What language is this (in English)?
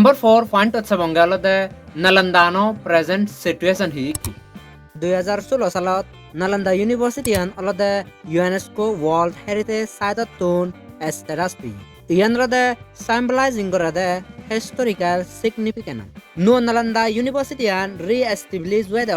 Chakma